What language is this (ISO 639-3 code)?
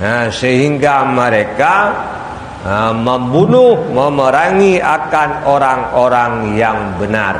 ace